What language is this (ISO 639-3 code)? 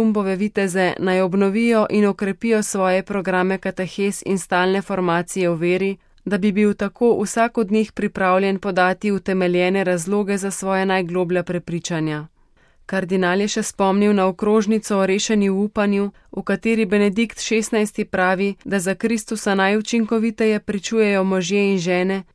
slv